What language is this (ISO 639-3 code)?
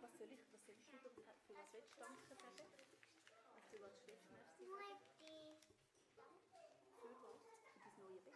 gsw